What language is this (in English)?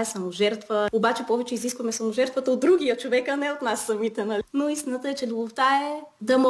Bulgarian